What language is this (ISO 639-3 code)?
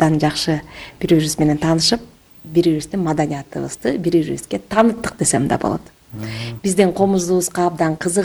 kir